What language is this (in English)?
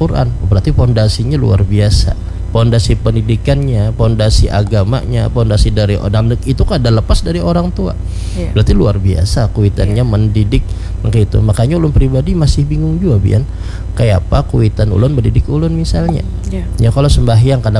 Banjar